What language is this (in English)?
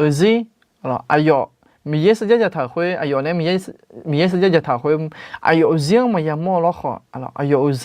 Akha